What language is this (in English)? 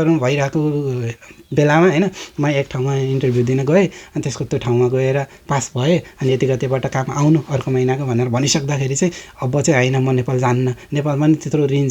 Nepali